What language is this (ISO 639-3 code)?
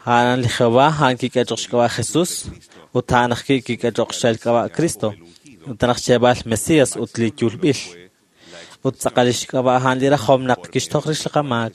kek